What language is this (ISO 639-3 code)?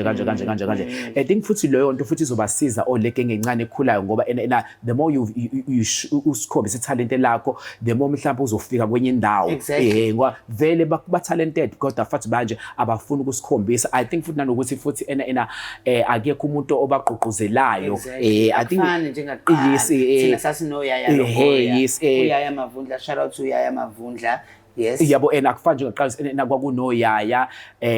zul